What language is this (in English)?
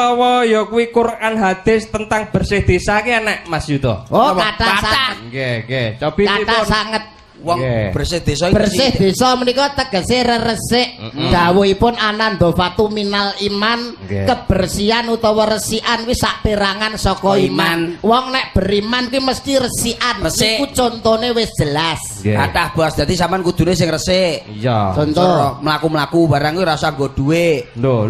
Javanese